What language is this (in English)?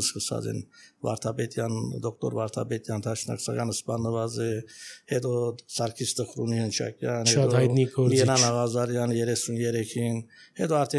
Armenian